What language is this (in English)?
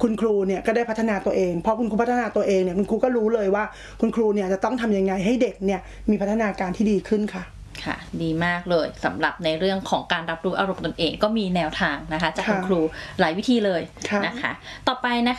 Thai